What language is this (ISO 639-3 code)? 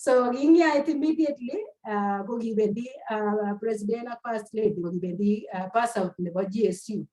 kln